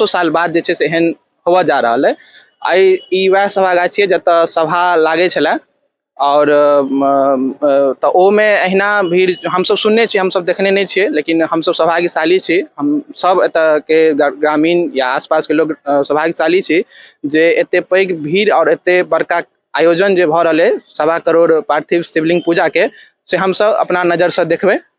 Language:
Maithili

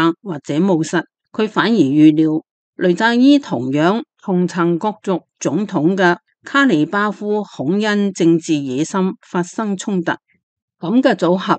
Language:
Cantonese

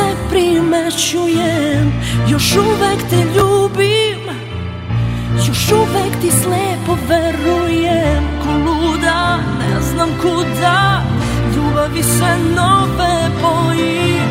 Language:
Serbian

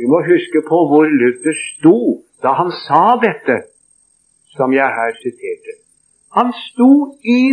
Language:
Norwegian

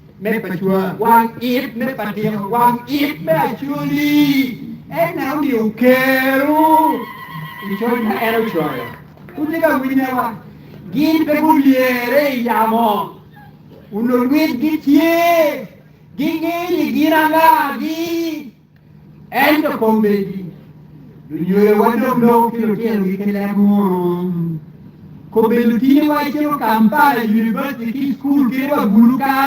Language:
Acoli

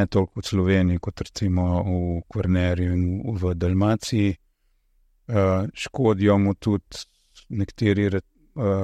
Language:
Slovenian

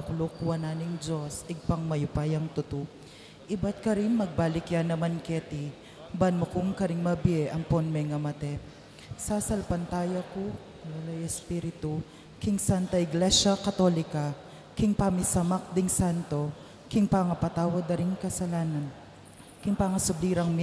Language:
Pampanga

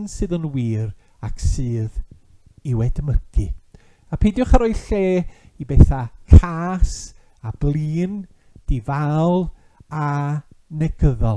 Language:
Welsh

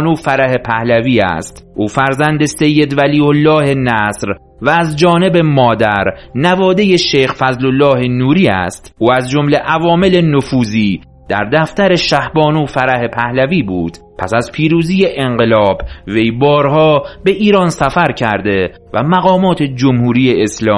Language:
Persian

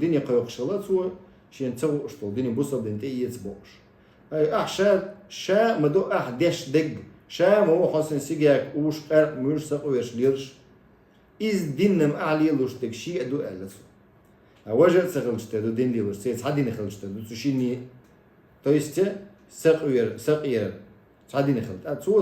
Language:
Chechen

